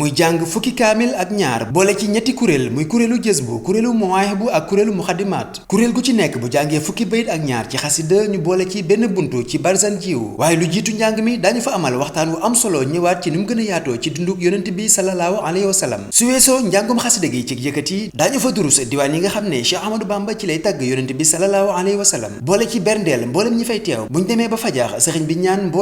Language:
Wolof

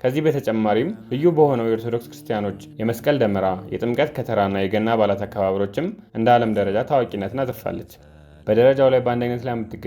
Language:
Amharic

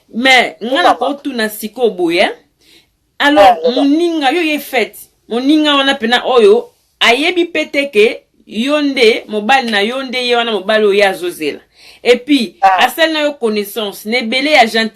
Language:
Lingala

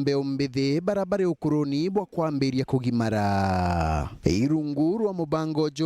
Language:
Meru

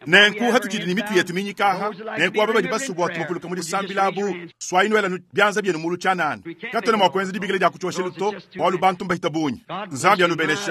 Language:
Luba-Lulua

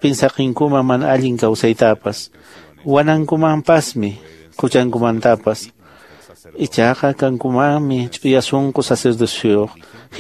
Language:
Quechua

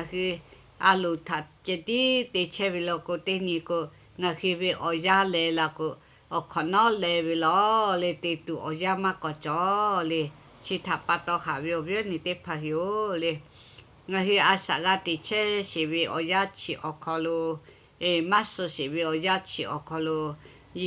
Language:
Lahu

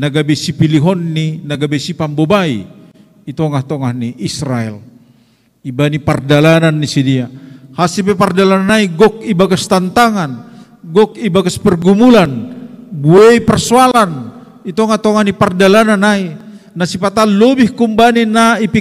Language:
Batak Simalungun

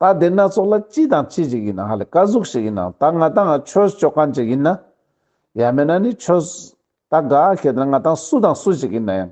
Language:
Ladakhi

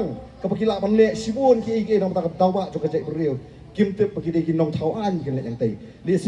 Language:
Khasi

